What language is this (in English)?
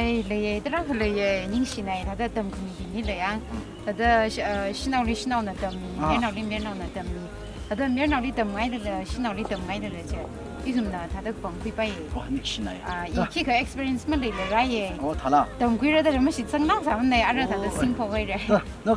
Tangkhul Naga (India)